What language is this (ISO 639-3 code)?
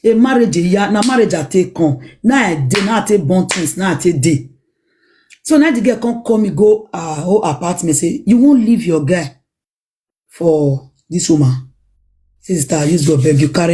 pcm